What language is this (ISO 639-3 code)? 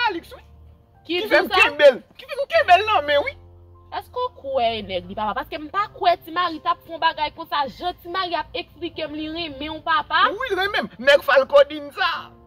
hat